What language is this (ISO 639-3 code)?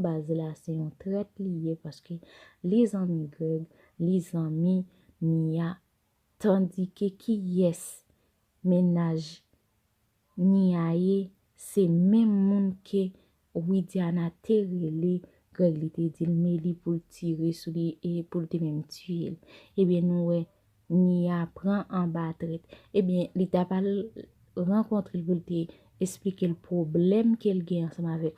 hat